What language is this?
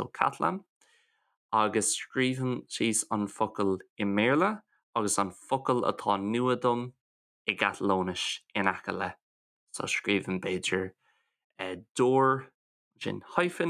Irish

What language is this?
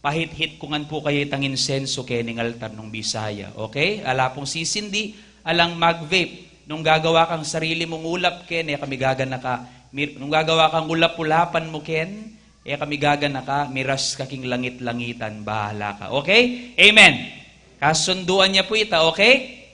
Pampanga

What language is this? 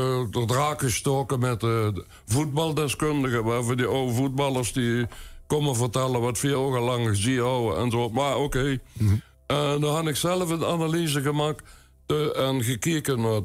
Limburgish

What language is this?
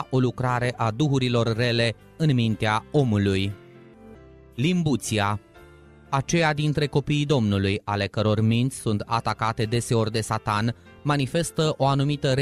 Romanian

